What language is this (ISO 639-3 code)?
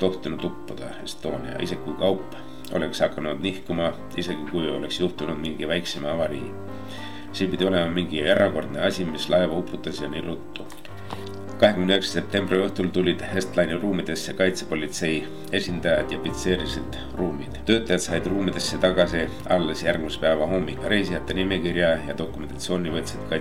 est